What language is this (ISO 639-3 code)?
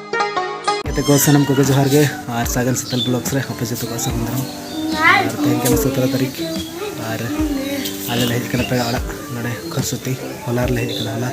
sat